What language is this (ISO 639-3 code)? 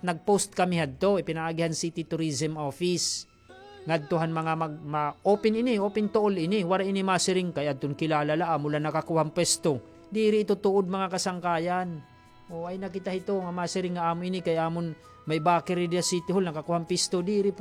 war